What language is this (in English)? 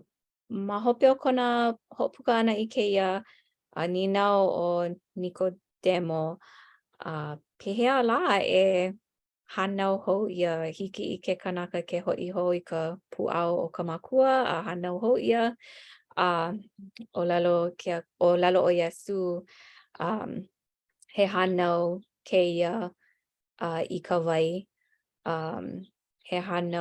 Hawaiian